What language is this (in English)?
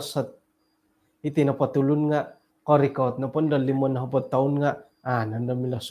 Central Dusun